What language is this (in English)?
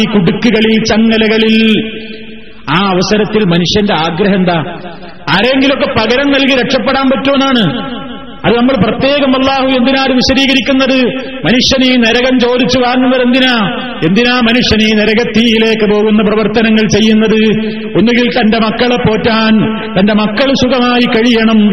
Malayalam